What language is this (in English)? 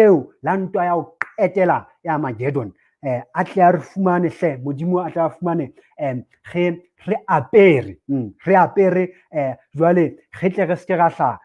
Southern Sotho